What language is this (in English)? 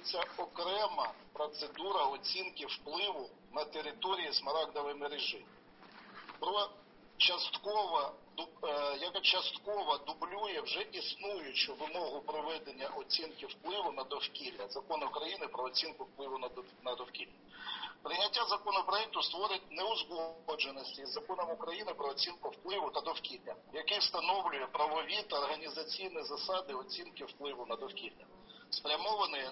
Ukrainian